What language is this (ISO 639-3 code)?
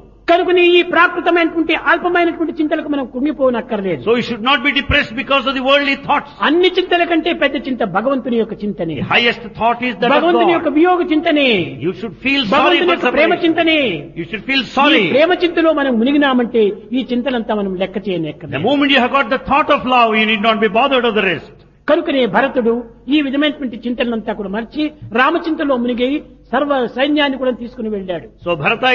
tel